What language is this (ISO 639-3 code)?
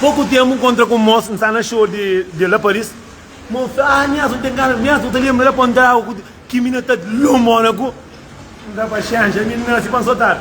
kea